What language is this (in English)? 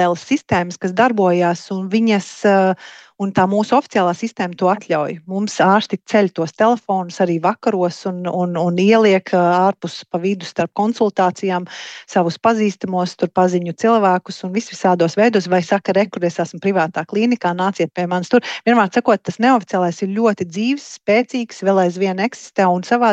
Latvian